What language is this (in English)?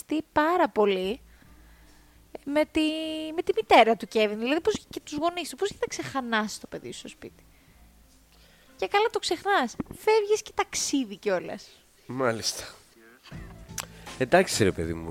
Greek